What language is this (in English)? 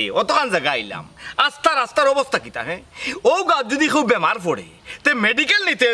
Sylheti